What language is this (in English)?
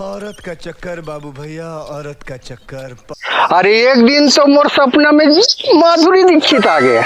Chhattisgarhi